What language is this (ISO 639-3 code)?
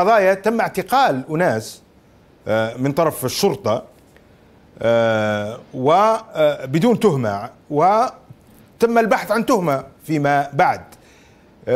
ara